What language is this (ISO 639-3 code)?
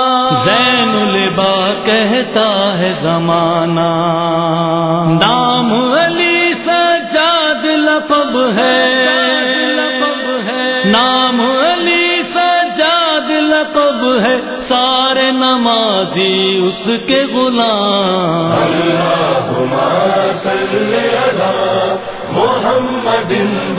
urd